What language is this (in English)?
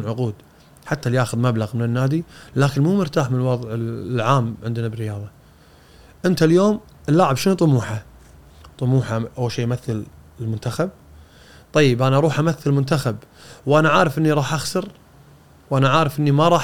Gulf Arabic